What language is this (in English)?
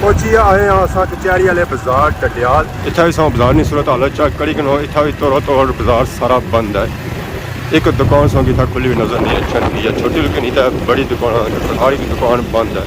Pahari-Potwari